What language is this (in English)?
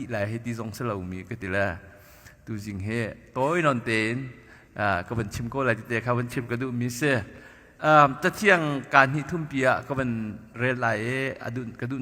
Hakha Chin